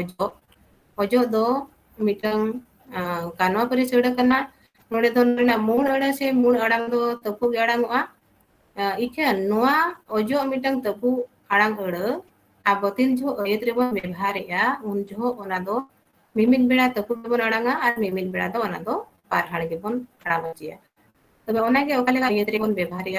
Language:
Santali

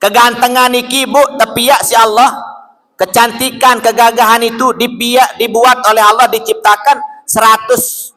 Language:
Sasak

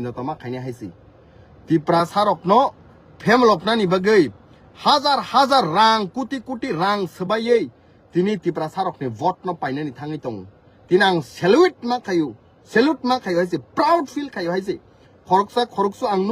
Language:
Kok Borok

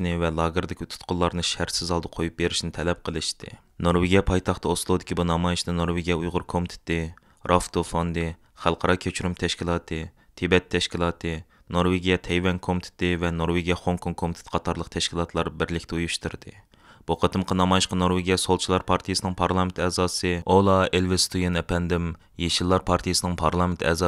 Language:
Uyghur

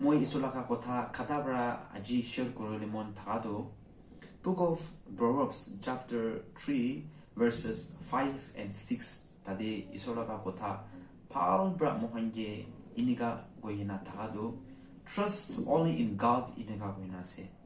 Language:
Naga Pidgin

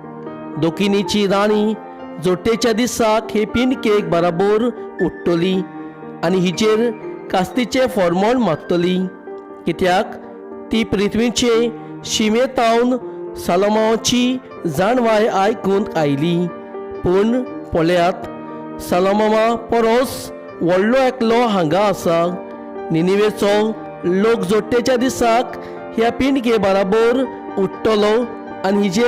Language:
Konkani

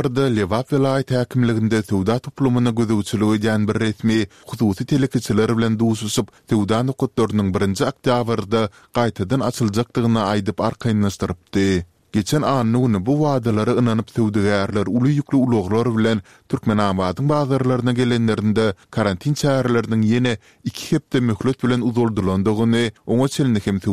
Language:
Turkmen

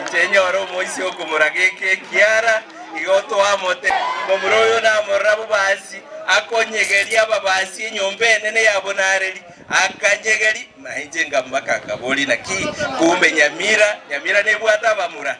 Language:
Gusii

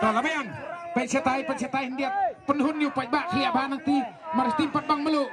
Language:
Khasi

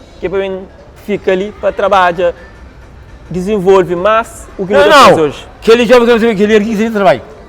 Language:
Kabuverdianu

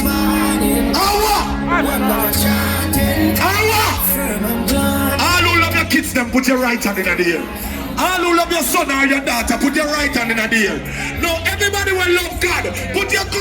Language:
Jamaican Creole English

